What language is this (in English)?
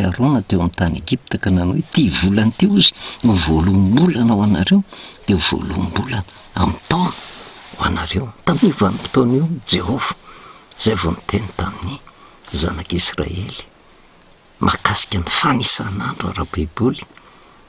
Malagasy